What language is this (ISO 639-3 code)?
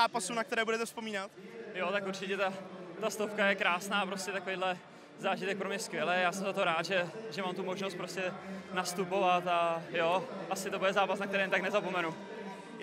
ces